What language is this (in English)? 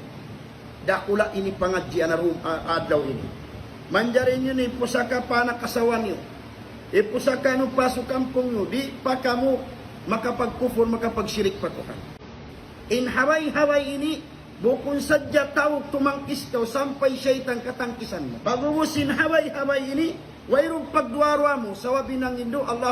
Tausug